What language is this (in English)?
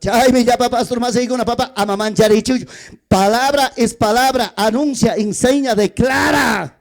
Ayacucho Quechua